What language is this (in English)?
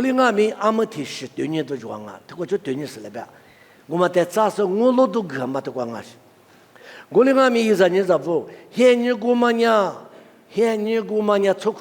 Lisu